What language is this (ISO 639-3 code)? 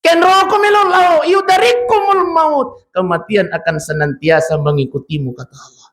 bug